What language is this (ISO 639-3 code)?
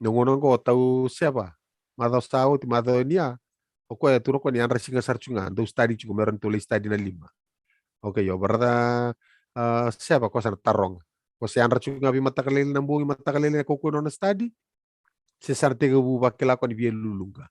fij